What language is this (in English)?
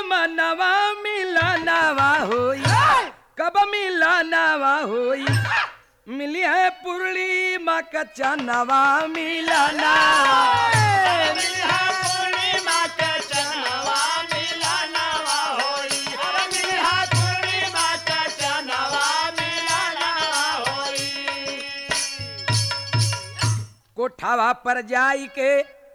Bhojpuri